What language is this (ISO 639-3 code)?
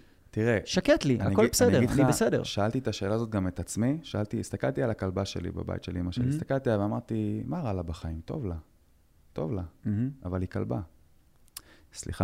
heb